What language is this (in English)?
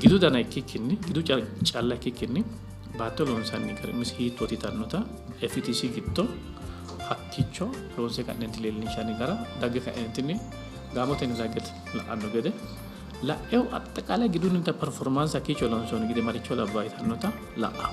Sidamo